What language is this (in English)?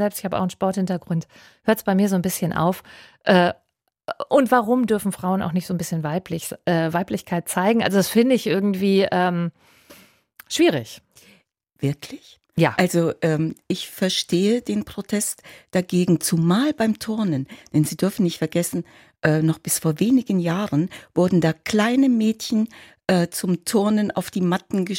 German